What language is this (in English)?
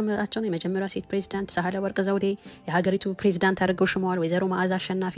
Amharic